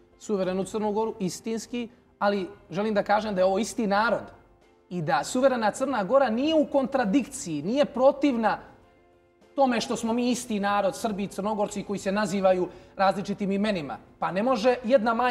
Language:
Serbian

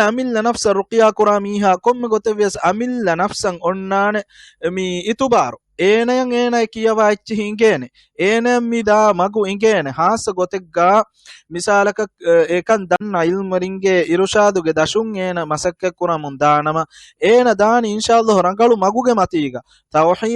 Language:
Divehi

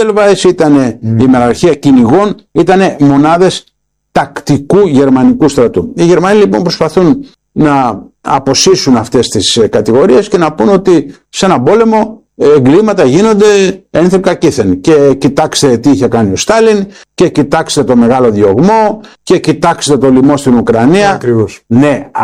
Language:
Greek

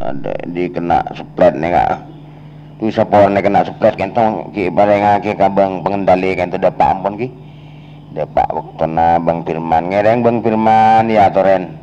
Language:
Madurese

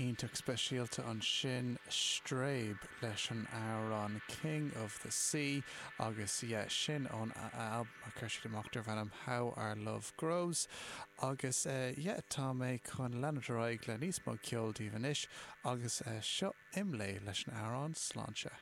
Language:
Irish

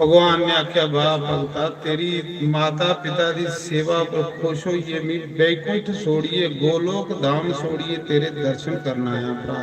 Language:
Dogri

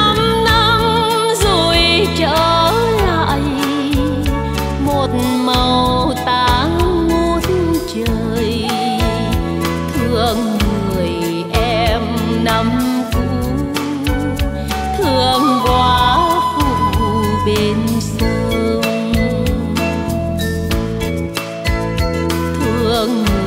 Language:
Vietnamese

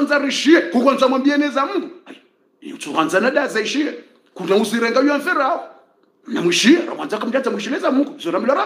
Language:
Swahili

